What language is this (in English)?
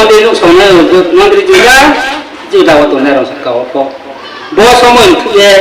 Riang (India)